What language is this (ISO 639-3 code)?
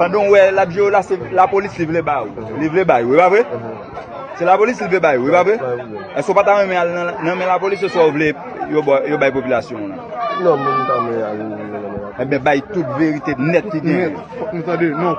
hat